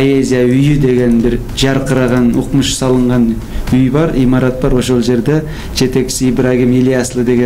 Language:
Kyrgyz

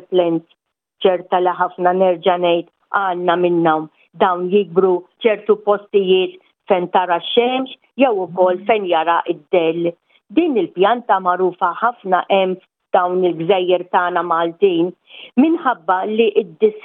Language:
Maltese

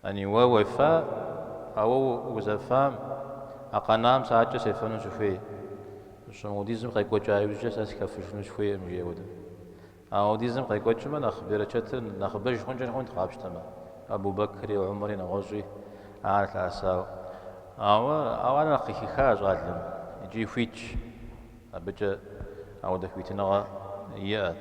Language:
Kabardian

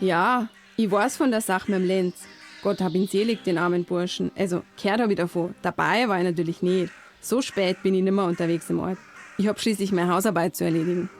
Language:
Bavarian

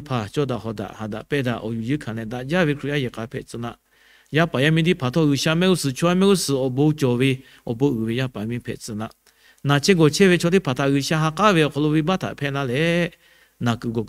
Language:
Lahu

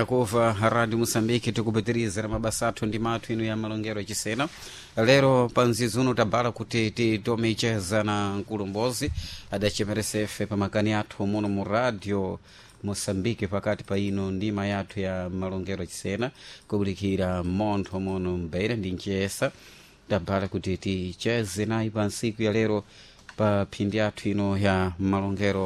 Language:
Sena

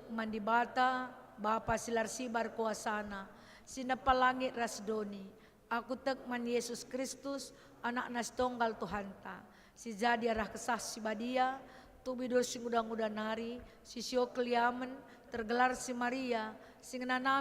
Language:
Batak Karo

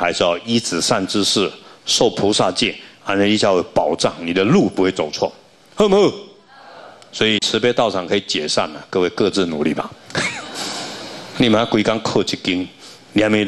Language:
Chinese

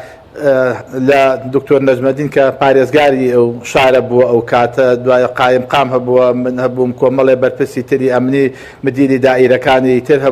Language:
Central Kurdish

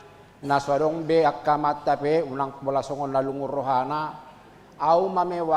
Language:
Batak Toba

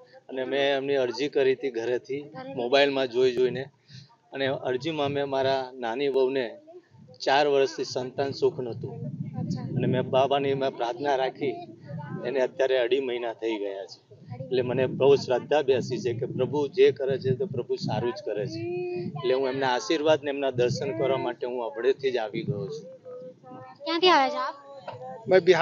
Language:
Gujarati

